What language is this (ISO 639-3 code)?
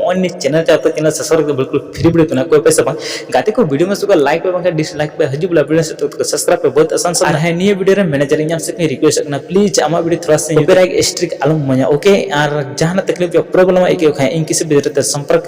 sat